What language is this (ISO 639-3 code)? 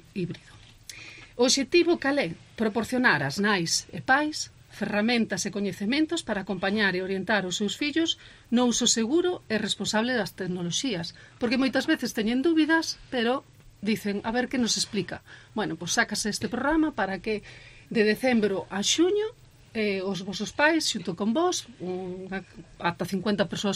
glg